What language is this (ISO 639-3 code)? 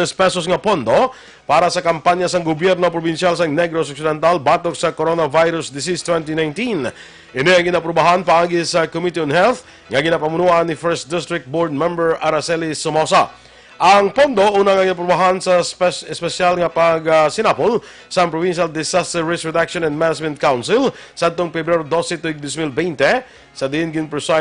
hil